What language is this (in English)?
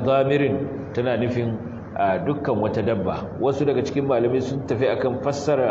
Hausa